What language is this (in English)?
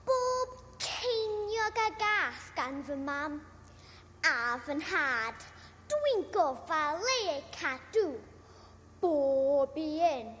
Welsh